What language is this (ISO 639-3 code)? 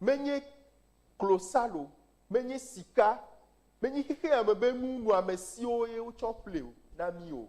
ewe